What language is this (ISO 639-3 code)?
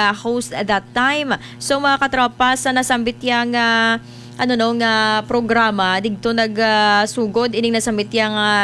hil